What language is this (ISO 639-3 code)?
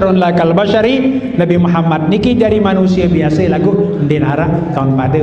sas